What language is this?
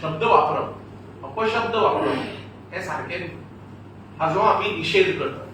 Konkani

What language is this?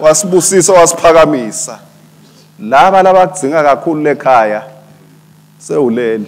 Swati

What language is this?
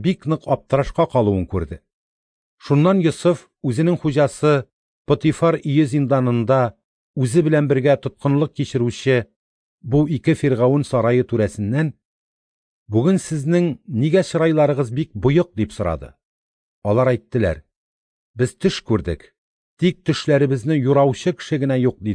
Tatar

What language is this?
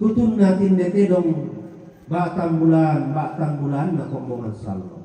Toraja-Sa'dan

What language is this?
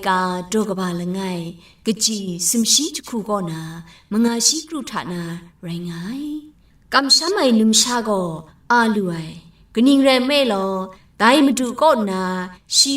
Kachin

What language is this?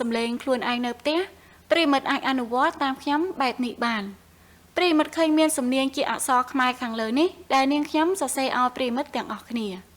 Khmer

